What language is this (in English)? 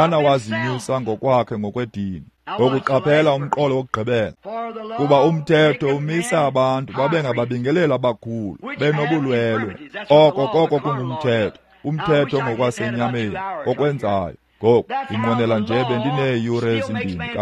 Xhosa